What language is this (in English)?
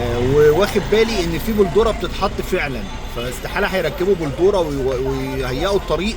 Egyptian Arabic